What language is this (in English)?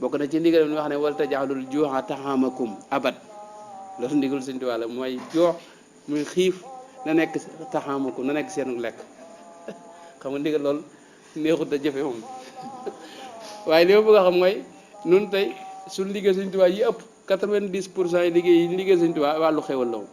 Wolof